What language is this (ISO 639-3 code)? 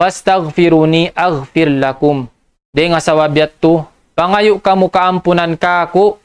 tsg